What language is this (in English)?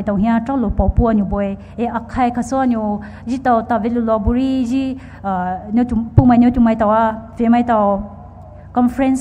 Poumei Naga